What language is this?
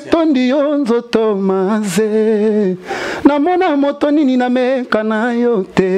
Lingala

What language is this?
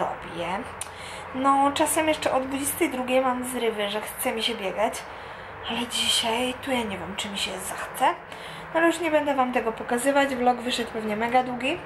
Polish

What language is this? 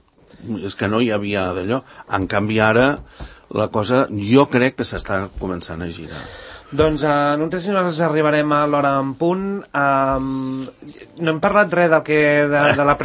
Catalan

